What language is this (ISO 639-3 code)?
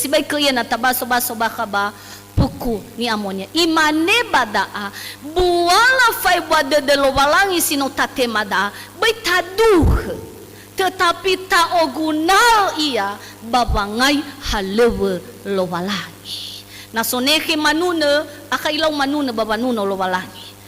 nia